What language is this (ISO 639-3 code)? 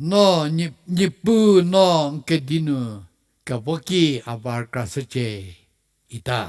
njm